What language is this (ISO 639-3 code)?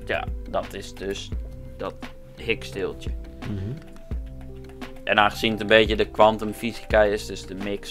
nld